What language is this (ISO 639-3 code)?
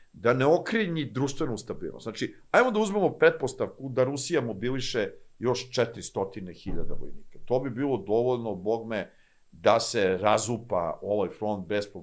srp